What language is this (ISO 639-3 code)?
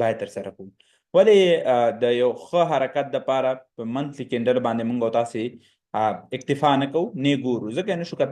pus